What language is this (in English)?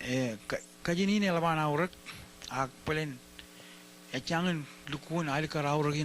Marshallese